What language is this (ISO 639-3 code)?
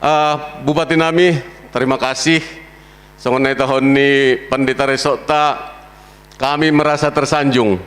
bts